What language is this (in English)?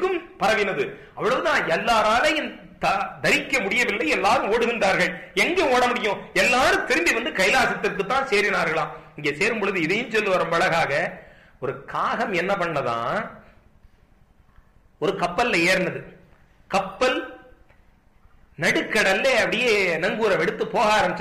Tamil